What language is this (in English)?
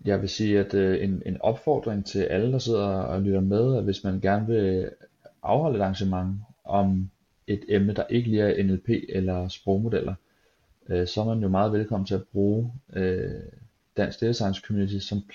Danish